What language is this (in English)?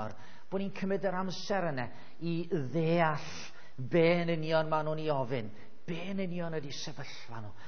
Welsh